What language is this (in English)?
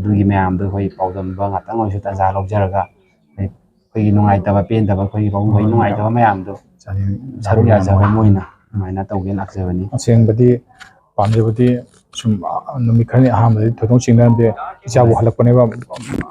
Manipuri